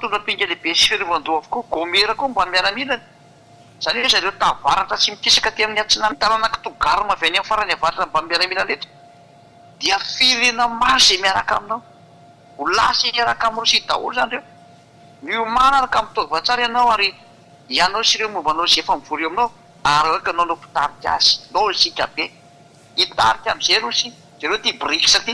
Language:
Malagasy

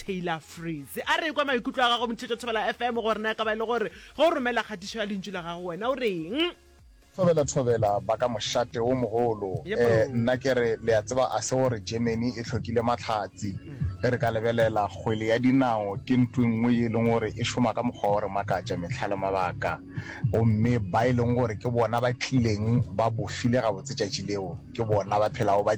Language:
Northern Sotho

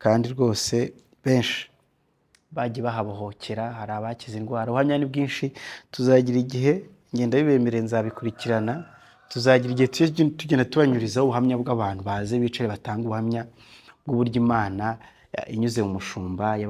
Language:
Kinyarwanda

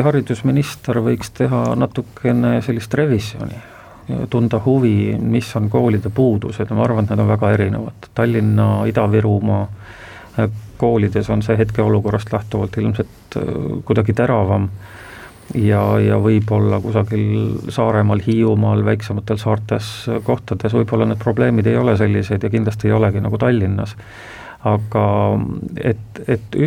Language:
Estonian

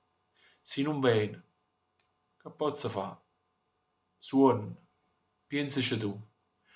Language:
Neapolitan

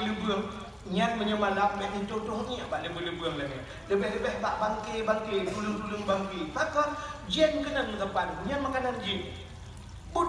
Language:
Achinese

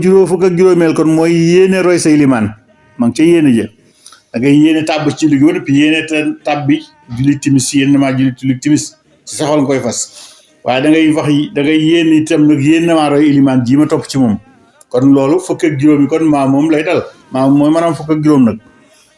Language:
Wolof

